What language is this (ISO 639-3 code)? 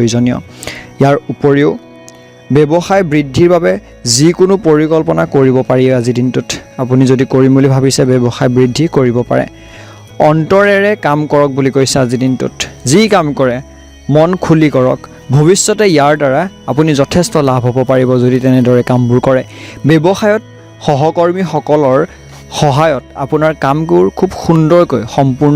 asm